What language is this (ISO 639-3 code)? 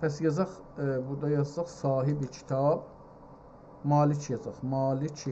azb